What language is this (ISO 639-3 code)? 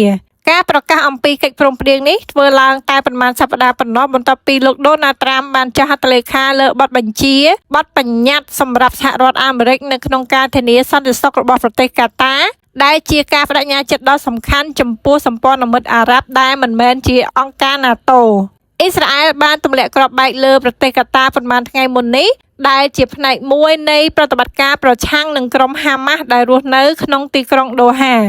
khm